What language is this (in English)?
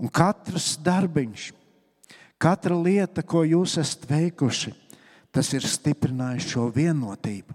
Latvian